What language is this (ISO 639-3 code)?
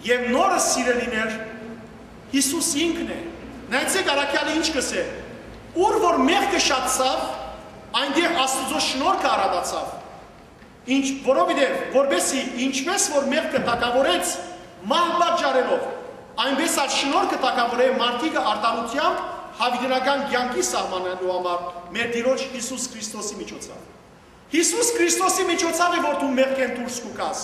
hyw